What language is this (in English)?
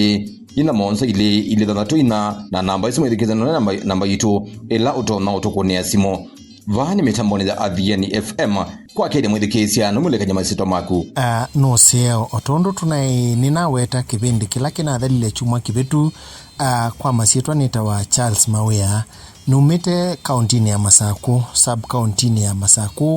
Kamba